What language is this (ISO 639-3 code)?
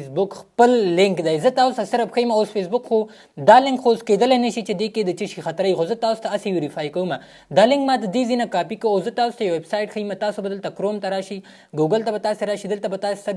pus